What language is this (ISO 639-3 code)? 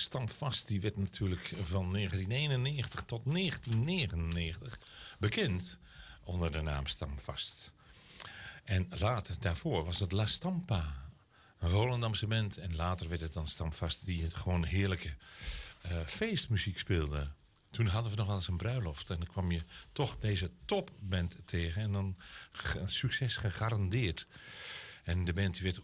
nld